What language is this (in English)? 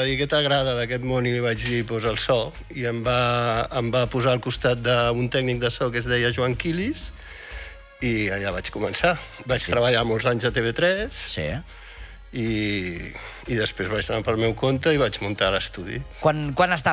Catalan